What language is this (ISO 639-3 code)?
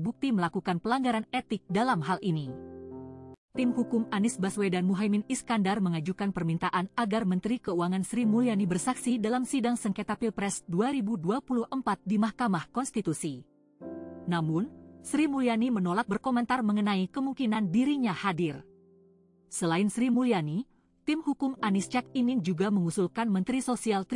ind